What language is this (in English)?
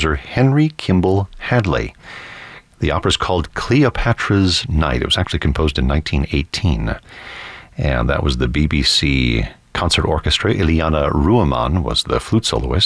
English